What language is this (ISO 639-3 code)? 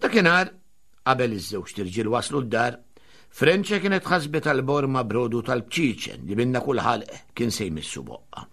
mlt